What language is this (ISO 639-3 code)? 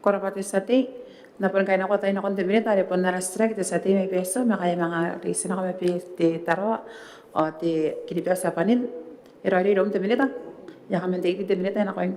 gil